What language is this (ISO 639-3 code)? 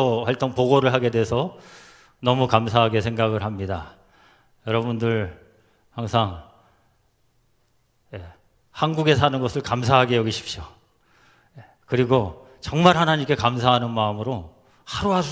kor